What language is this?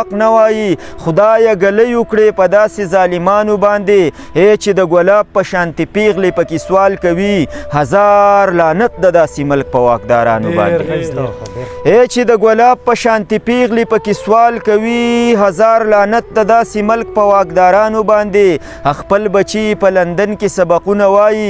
Pashto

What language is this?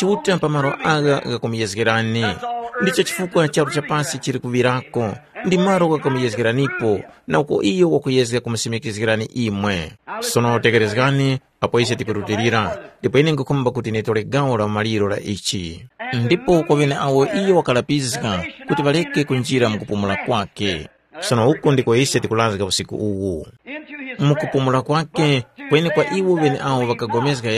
Tumbuka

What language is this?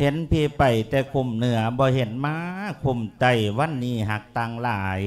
Lao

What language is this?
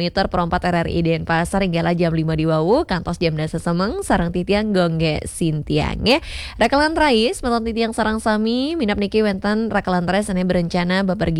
Balinese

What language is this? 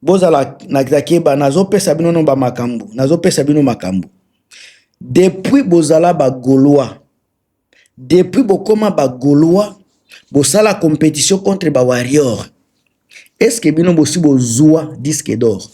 Lingala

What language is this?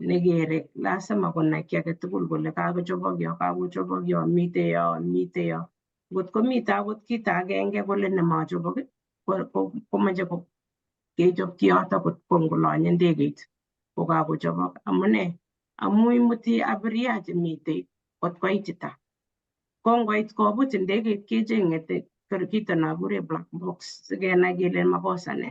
Kalenjin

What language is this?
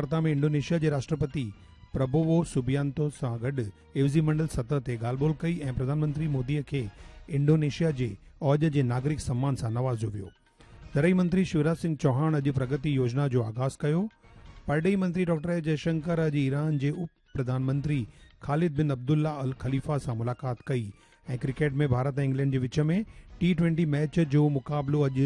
Sindhi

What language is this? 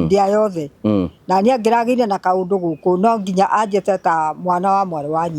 Kikuyu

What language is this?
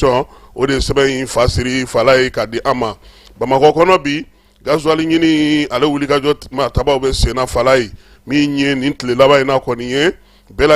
Bambara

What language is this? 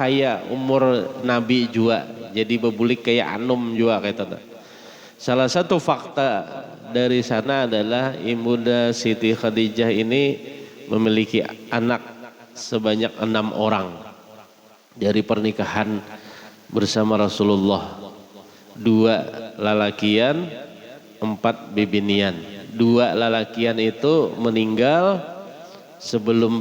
Banjar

